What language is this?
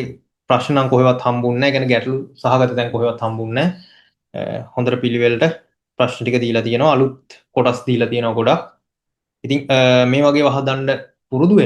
Sinhala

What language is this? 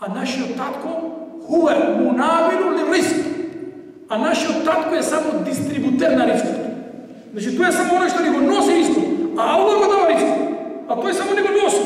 Macedonian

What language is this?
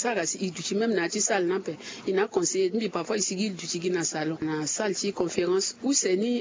Sango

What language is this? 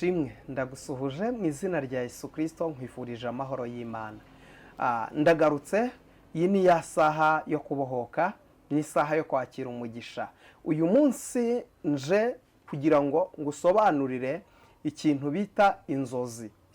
Kinyarwanda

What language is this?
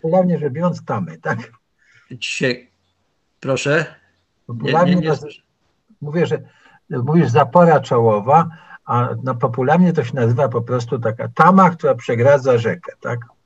Polish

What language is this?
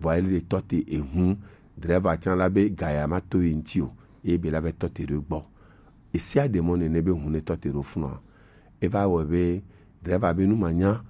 Gen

